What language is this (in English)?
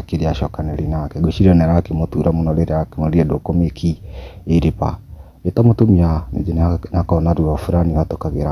Kikuyu